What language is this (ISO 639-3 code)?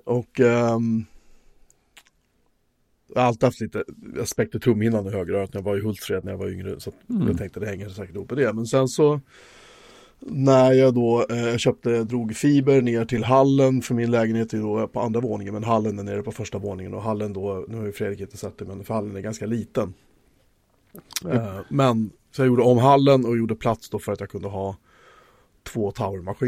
swe